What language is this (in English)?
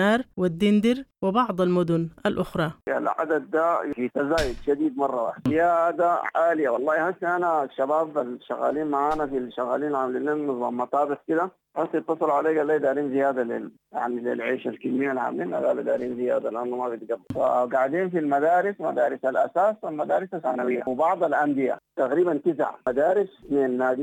Sudanese Arabic